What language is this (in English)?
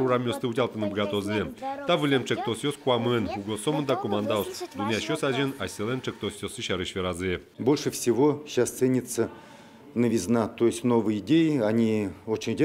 Udmurt